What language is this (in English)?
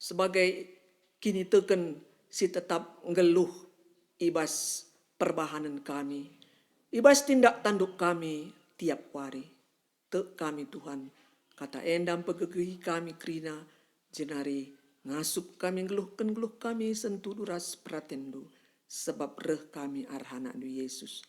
Batak Karo